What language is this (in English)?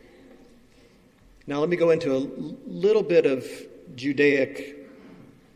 English